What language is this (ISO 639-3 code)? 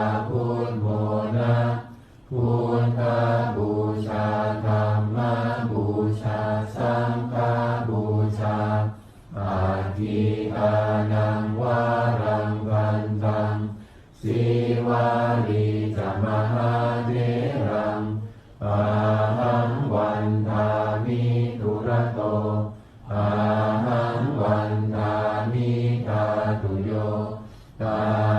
pli